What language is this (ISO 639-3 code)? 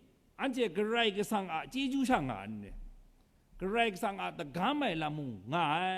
kac